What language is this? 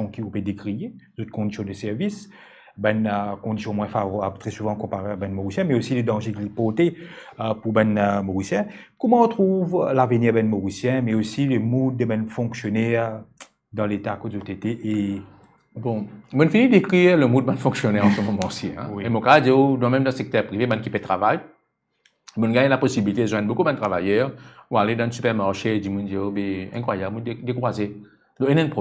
Morisyen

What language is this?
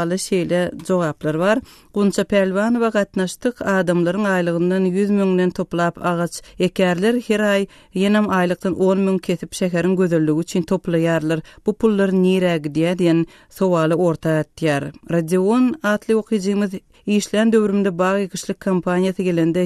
Turkmen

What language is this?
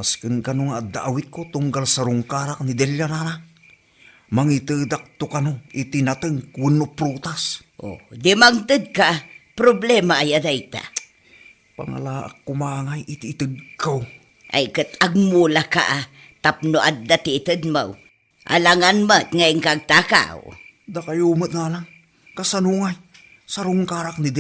Iloko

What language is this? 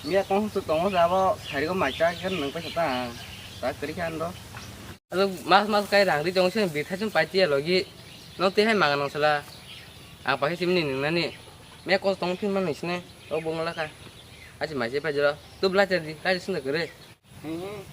Kok Borok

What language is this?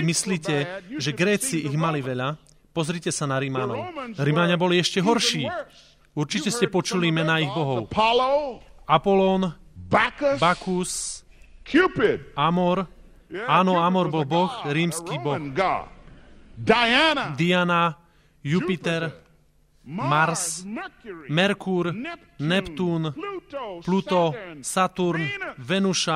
Slovak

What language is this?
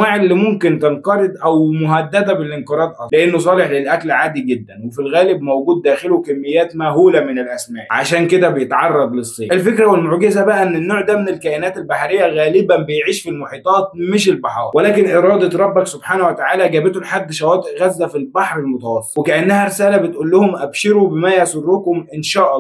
Egyptian Arabic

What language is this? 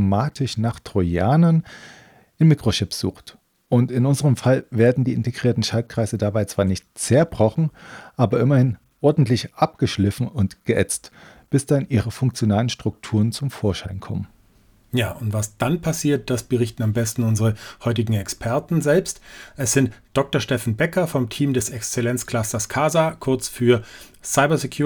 German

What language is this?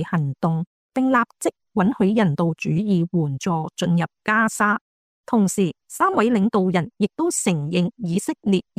Cantonese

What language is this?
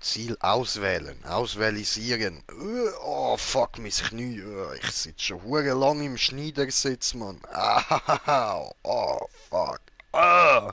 Swiss German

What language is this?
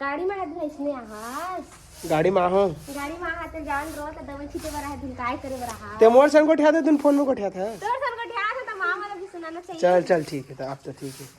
Chhattisgarhi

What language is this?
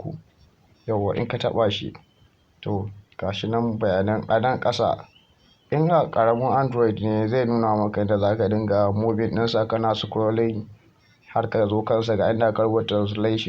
Hausa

